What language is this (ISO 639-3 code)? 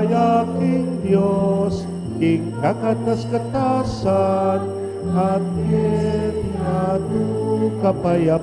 pam